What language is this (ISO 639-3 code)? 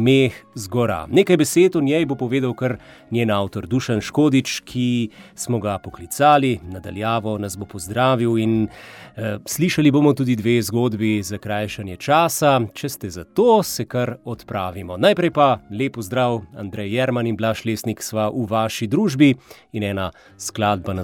slv